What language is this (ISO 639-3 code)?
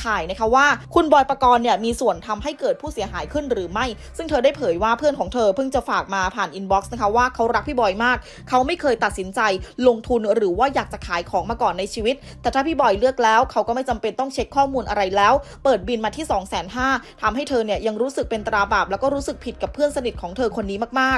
tha